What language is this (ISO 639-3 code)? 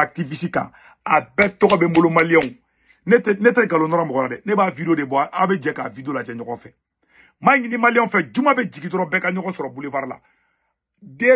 bam